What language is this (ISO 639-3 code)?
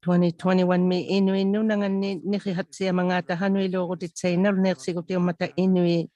iku